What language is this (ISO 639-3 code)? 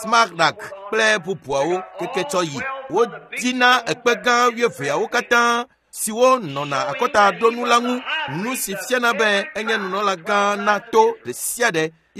ewe